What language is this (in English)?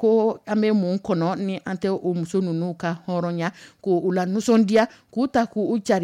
Dyula